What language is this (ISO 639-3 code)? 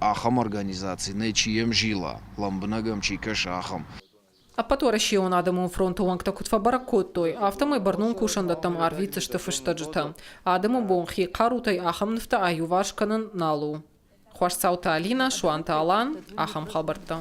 oss